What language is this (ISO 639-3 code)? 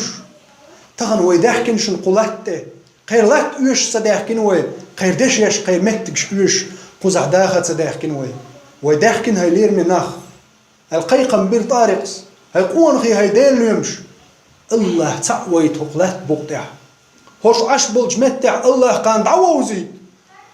che